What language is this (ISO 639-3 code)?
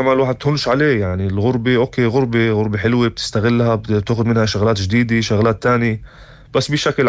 apc